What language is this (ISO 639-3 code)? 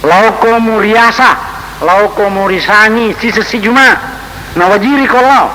bug